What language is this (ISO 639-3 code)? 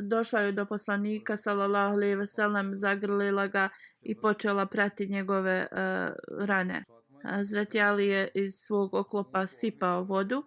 bos